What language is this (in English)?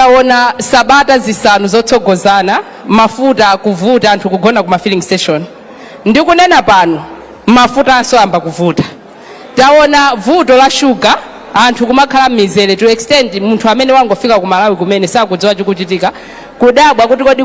Nyanja